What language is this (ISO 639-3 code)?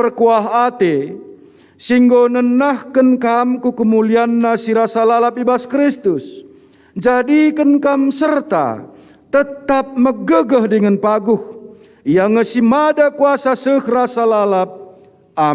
btx